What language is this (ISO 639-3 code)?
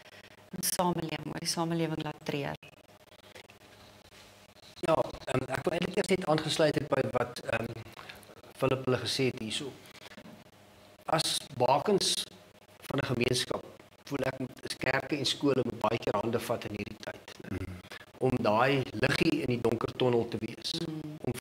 afr